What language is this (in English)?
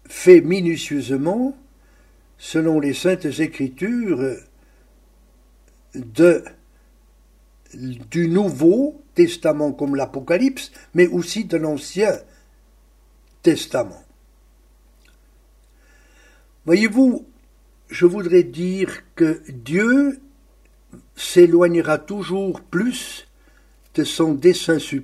French